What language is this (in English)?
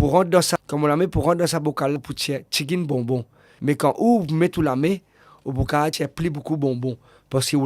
Morisyen